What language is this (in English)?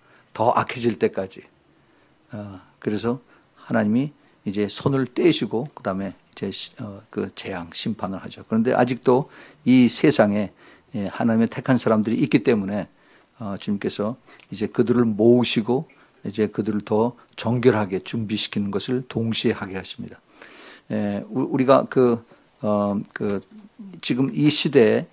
Korean